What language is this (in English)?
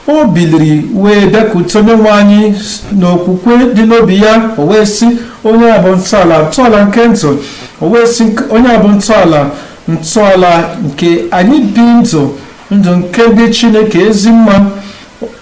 Igbo